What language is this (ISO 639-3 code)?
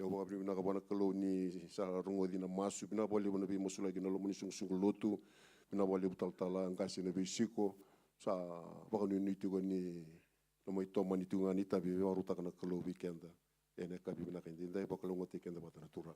fij